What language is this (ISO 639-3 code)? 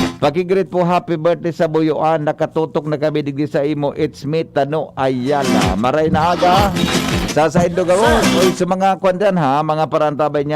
bik